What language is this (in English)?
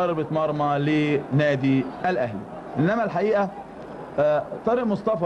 Egyptian Arabic